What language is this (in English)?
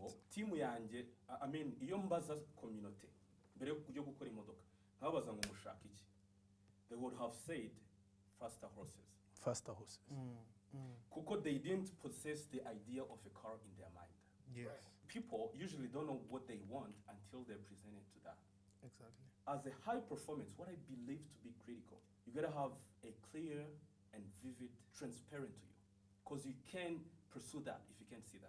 Kinyarwanda